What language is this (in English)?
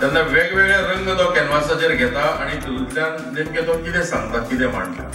Konkani